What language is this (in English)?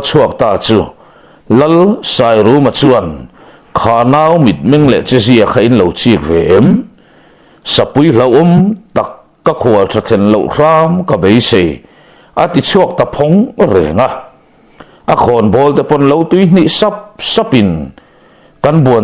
Mizo